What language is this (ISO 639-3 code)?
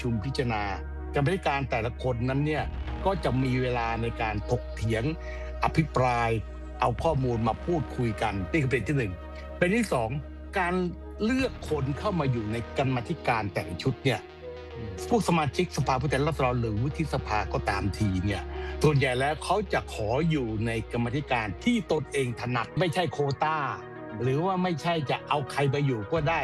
tha